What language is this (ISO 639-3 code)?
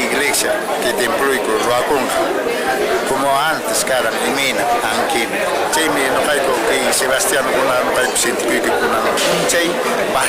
que